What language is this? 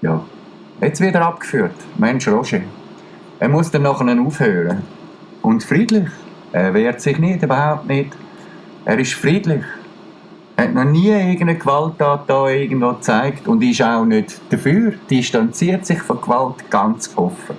Swiss German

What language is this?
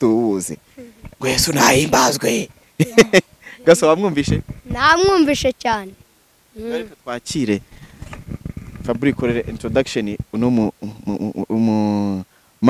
Kinyarwanda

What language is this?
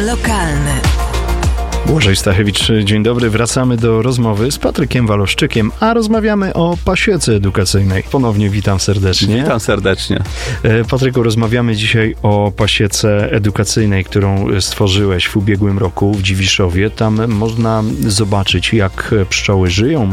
Polish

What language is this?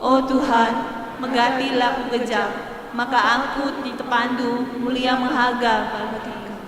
Batak Karo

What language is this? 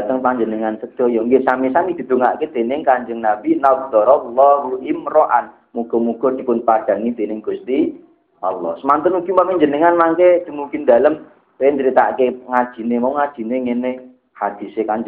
Javanese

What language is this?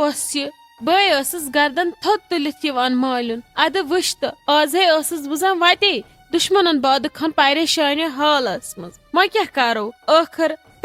Kashmiri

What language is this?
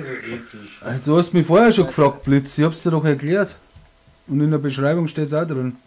Bavarian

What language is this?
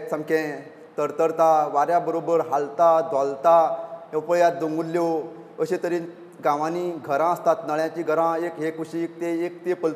Konkani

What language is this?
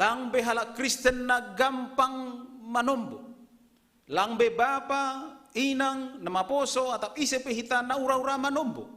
Batak Simalungun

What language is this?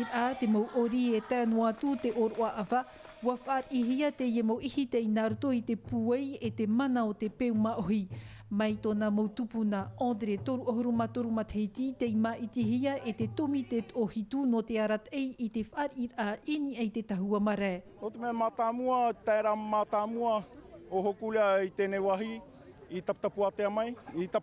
Tahitian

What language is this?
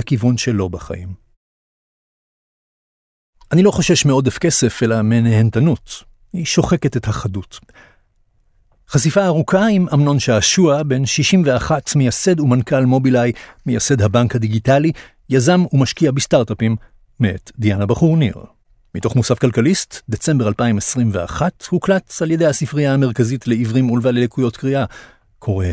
Hebrew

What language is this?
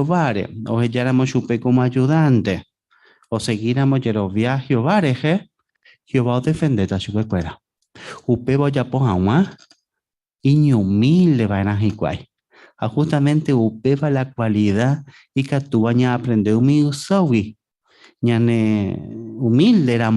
Guarani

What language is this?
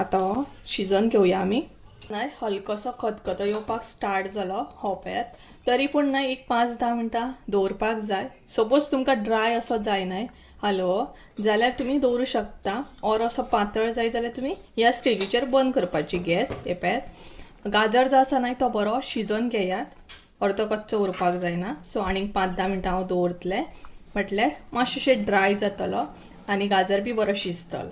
Konkani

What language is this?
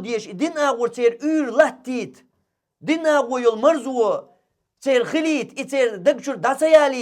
Chechen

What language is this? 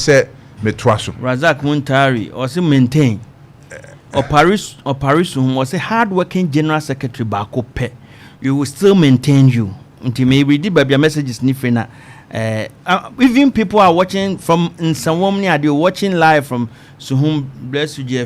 Akan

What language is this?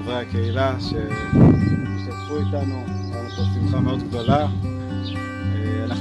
Hebrew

